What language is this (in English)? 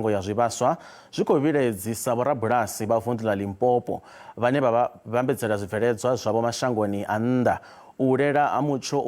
Venda